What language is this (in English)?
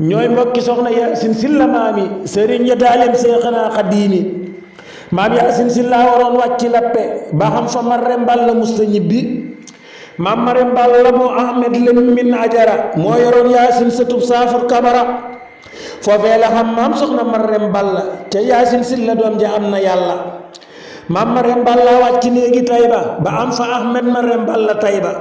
Wolof